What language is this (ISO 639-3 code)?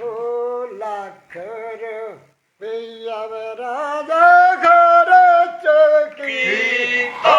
doi